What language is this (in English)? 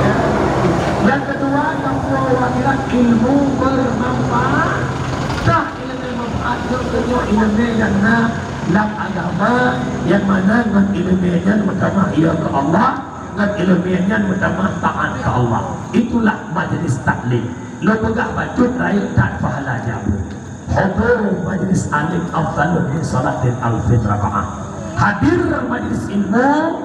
Achinese